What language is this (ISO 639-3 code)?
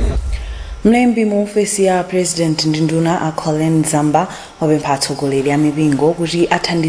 nya